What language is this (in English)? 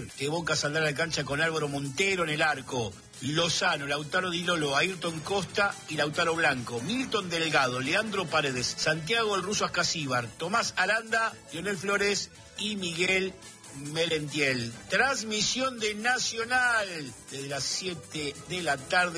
Spanish